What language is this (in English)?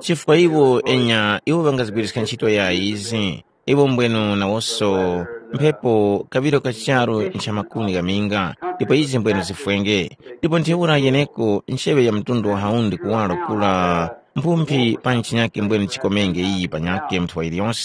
Tumbuka